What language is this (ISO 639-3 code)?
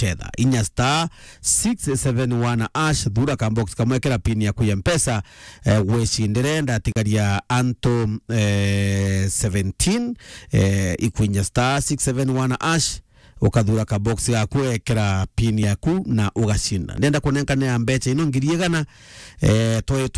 mer